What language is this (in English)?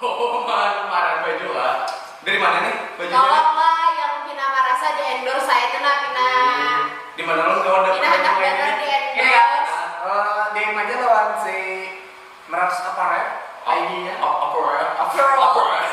Banjar